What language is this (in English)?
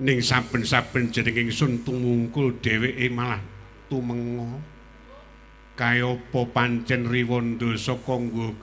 Javanese